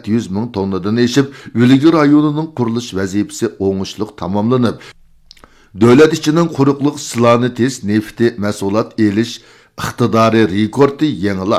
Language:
Uyghur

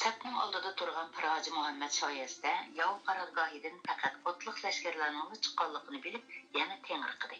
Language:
Uyghur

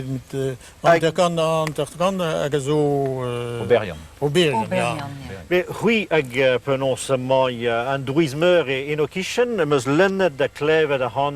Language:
Breton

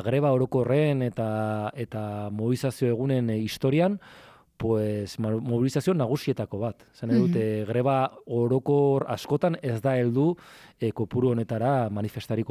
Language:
Basque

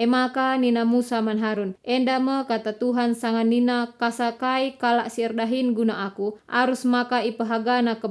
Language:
Batak Karo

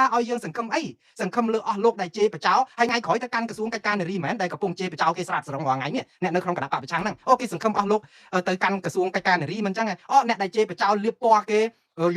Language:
Khmer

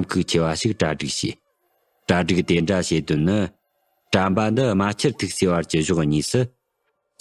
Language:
Tibetan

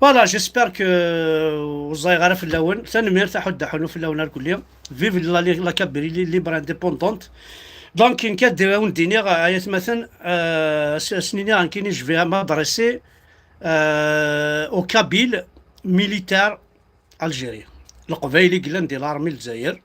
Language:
Kabyle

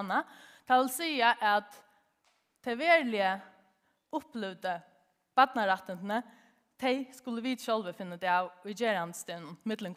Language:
Faroese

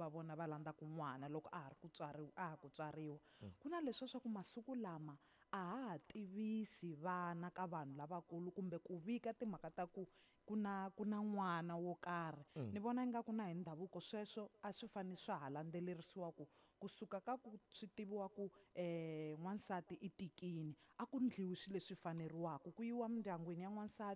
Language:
Tsonga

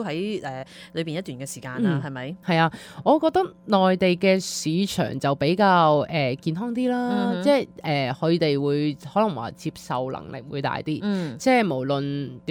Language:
Cantonese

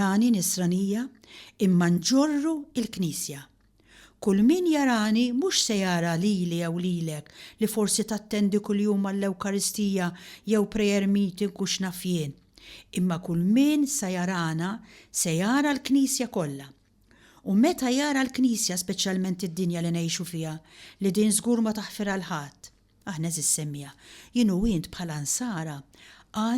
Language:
Maltese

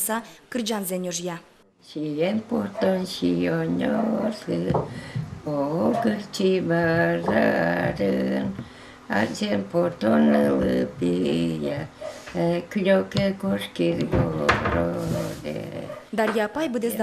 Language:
Udmurt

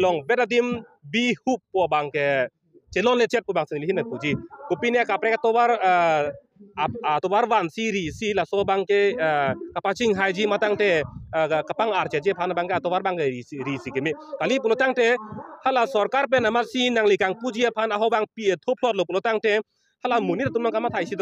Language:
Karbi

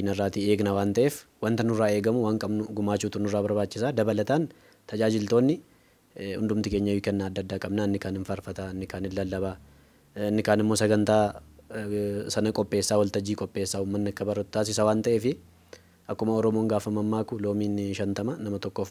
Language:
Oromo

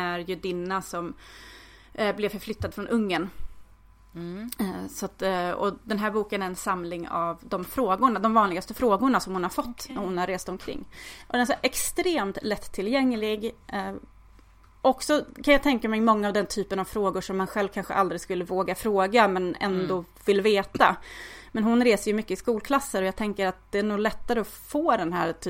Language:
Swedish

